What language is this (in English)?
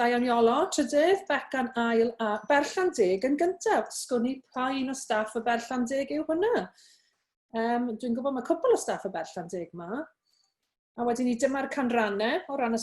Welsh